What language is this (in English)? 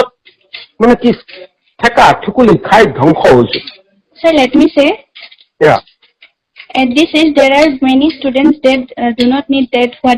Karbi